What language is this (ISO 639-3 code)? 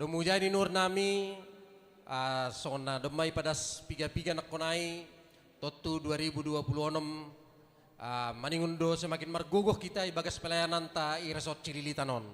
bts